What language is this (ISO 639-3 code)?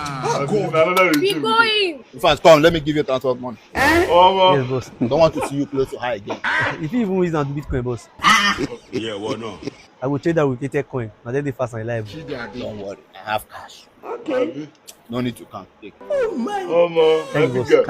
pcm